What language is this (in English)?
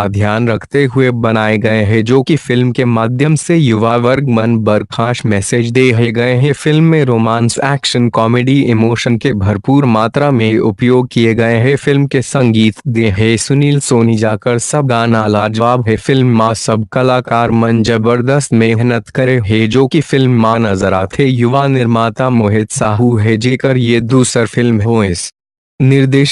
Chhattisgarhi